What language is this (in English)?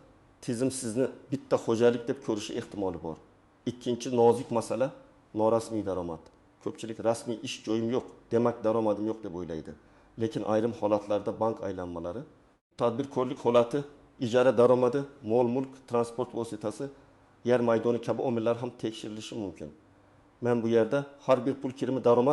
Uzbek